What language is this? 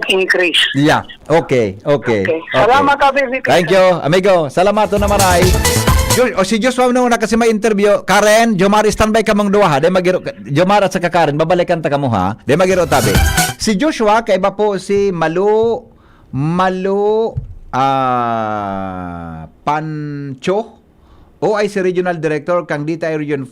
Bikol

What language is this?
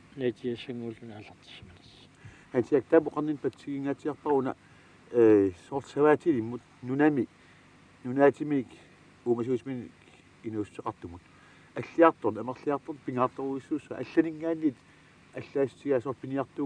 Kalaallisut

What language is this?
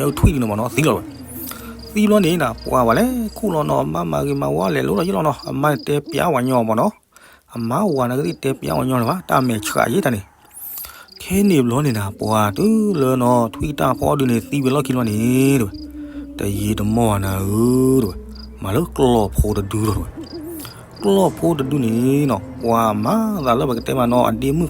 S'gaw Karen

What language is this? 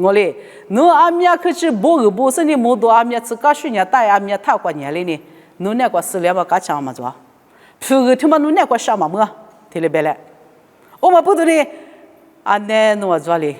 Lisu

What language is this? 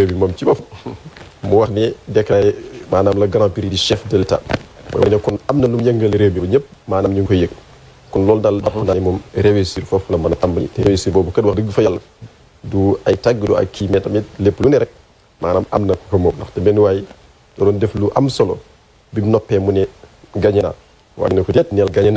Wolof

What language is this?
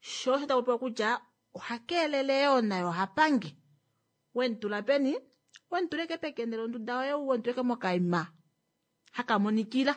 Kuanyama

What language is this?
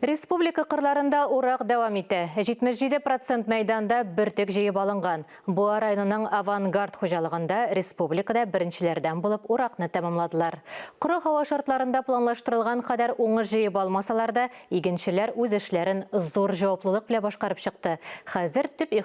Tatar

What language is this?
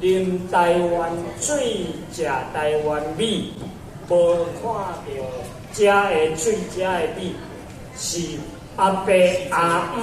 Min Nan Chinese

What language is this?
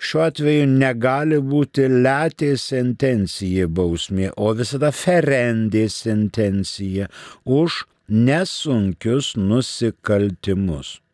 Lithuanian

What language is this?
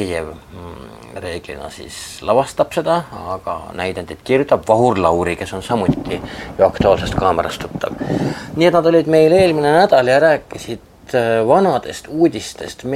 Estonian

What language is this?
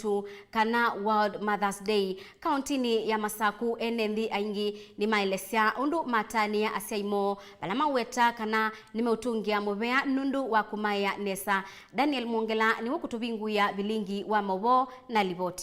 Kamba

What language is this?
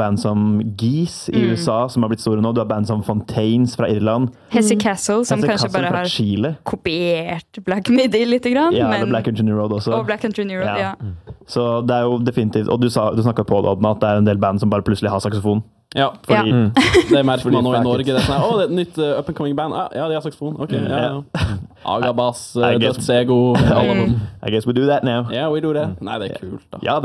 Norwegian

